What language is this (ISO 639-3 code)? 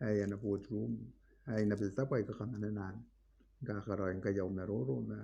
gil